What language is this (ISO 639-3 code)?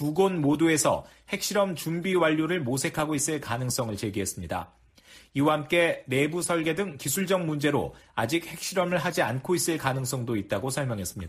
kor